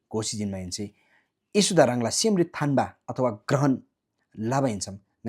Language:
Eastern Tamang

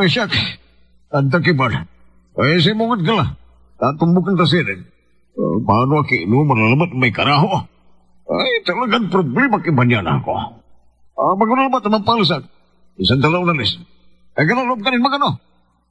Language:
Pangasinan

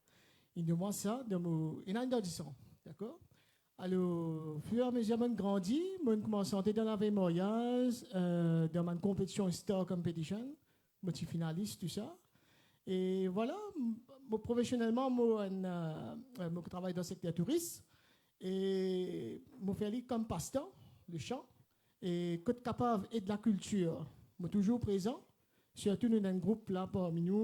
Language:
Morisyen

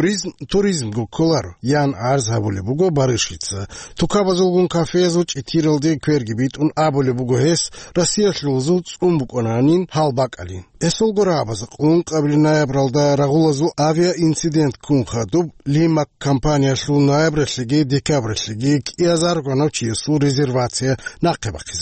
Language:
Avaric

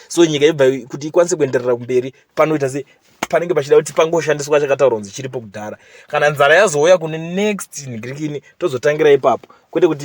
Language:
Shona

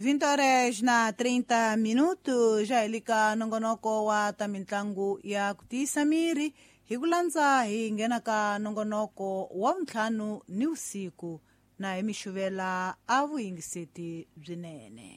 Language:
Tsonga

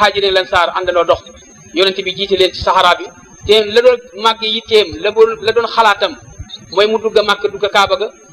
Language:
Wolof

